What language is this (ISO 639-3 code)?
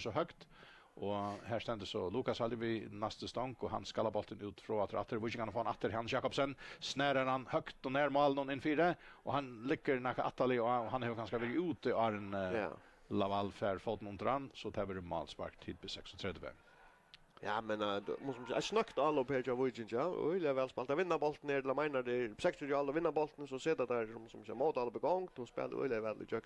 fao